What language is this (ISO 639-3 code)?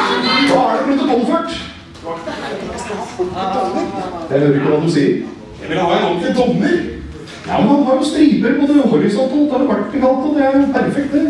nor